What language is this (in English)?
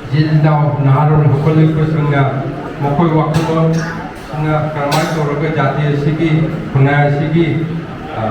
Manipuri